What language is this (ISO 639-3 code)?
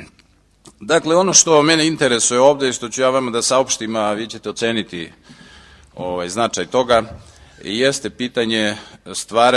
srp